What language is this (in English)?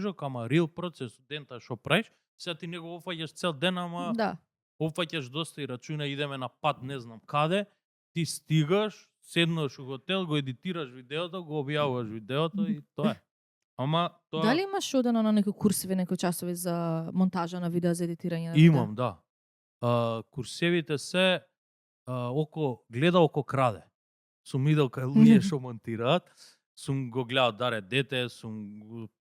Macedonian